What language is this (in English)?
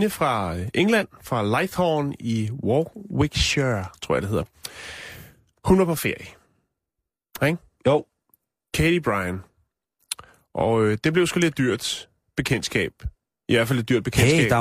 Danish